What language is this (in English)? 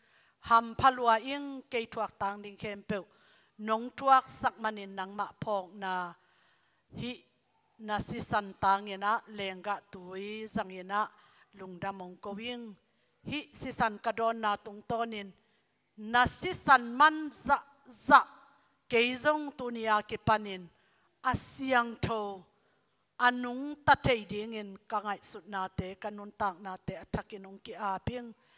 Tedim Chin